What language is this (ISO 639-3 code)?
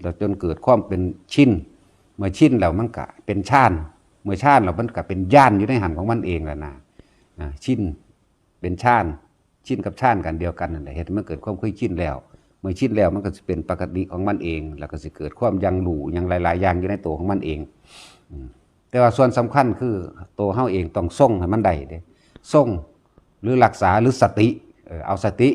tts